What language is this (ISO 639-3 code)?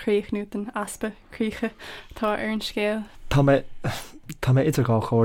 gle